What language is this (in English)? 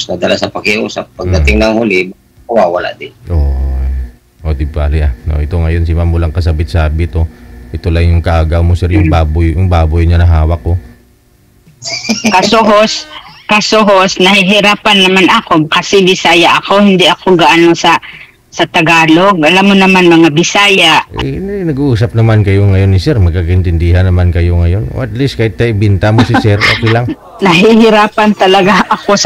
Filipino